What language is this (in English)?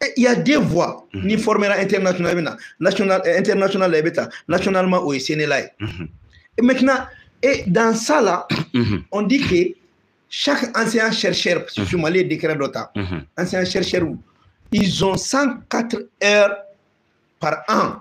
Bambara